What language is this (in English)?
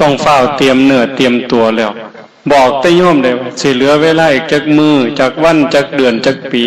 Northeastern Thai